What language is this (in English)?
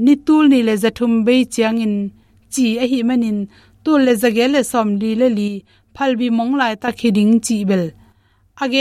Tedim Chin